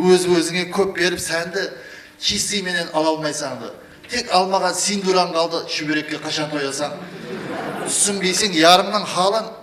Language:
Kara-Kalpak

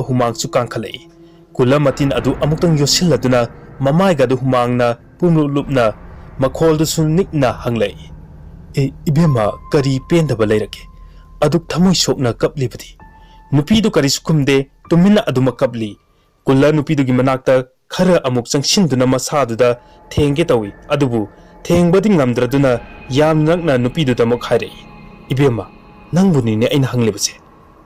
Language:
Manipuri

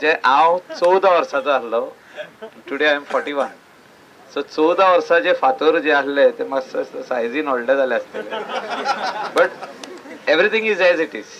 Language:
Konkani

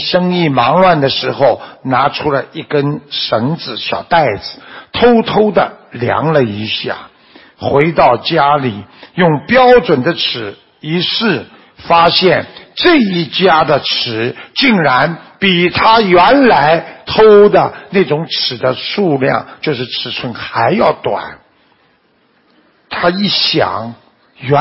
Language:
Chinese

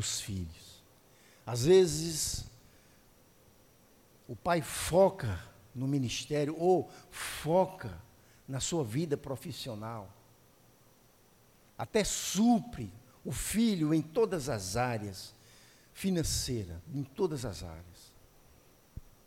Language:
Portuguese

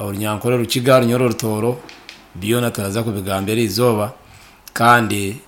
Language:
Nyoro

